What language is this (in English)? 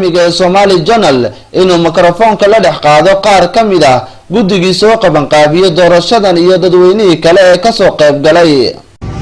Somali